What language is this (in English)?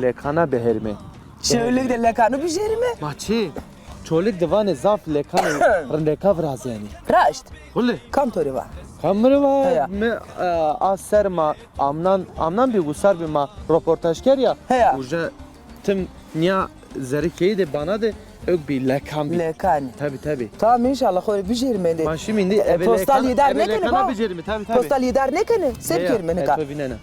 Zaza